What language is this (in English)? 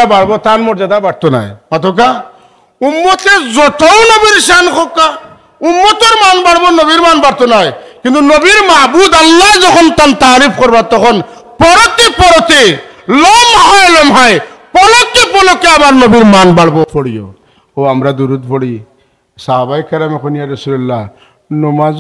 Sylheti